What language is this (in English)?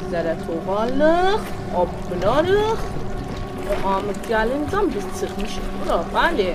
South Azerbaijani